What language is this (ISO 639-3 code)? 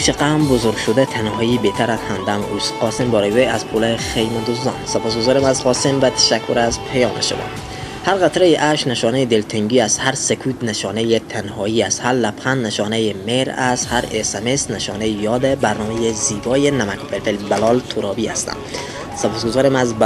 fas